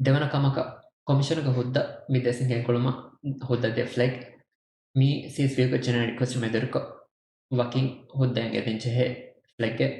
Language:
Divehi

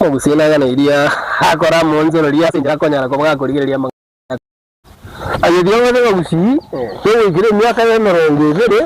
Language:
Gusii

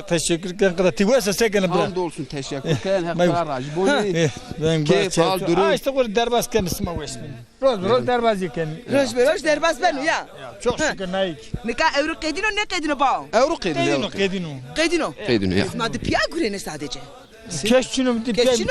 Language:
Zaza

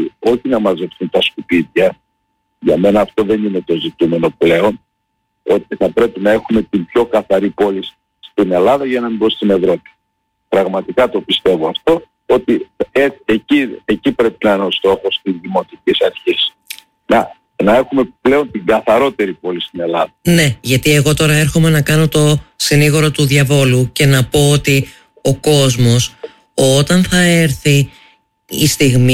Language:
Greek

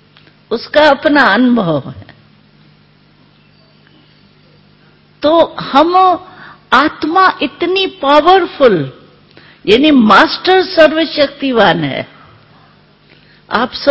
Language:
Hindi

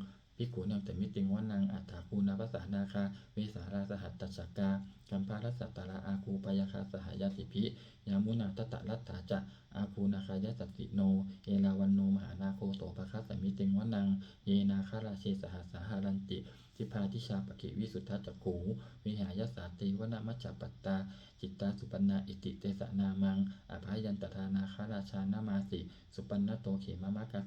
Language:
Pali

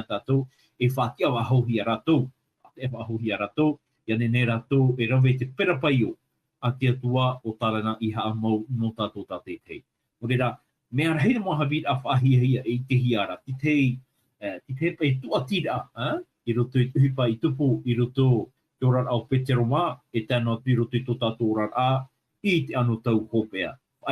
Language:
Tahitian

